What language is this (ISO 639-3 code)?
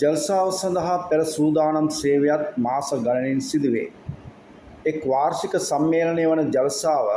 sin